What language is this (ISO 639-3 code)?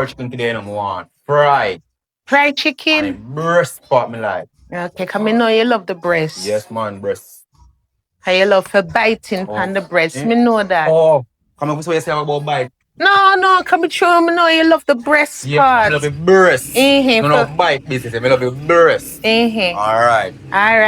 jam